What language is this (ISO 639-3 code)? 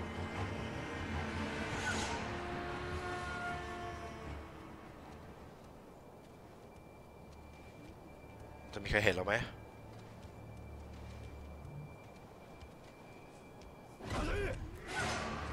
tha